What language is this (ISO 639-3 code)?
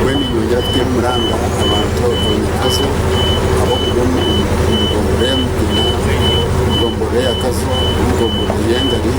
nyn